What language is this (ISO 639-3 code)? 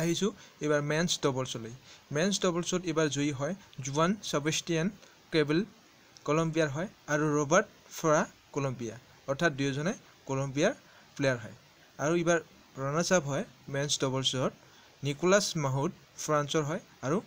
asm